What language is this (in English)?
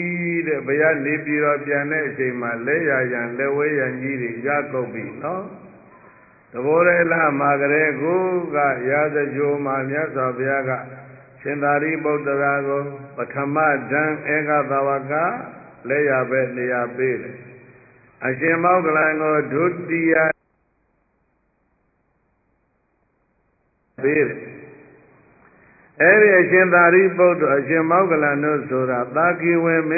Burmese